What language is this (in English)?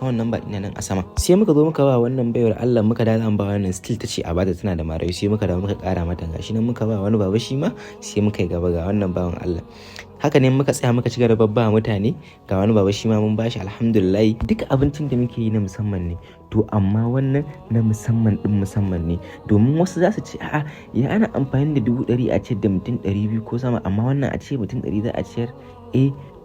Hausa